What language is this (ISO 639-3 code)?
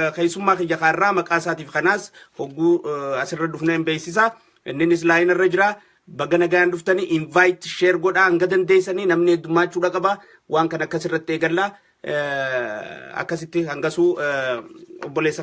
orm